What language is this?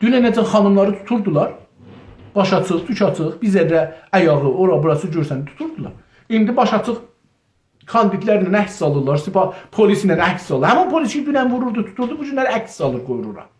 South Azerbaijani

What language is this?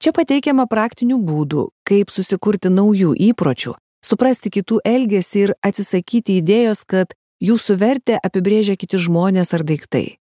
Lithuanian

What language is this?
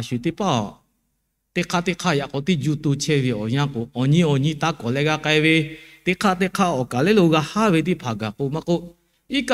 Lahu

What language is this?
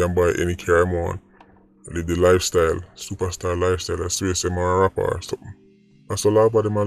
Jamaican Creole English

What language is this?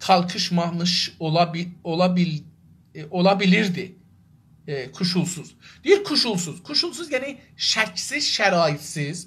South Azerbaijani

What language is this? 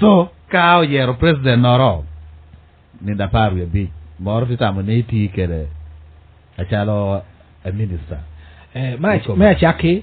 Lango (Uganda)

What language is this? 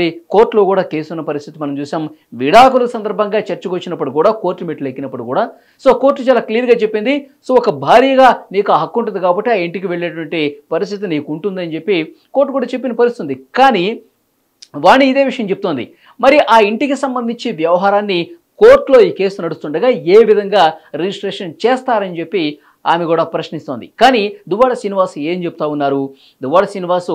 Telugu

